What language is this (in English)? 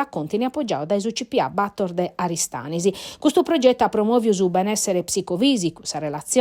Sardinian